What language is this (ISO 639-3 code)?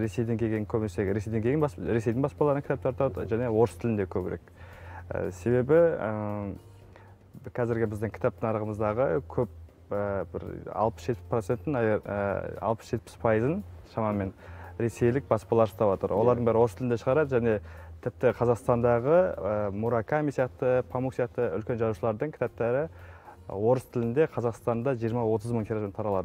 kaz